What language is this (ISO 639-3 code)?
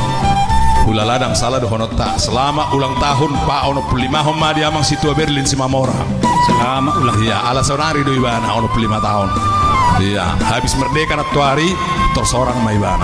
bbc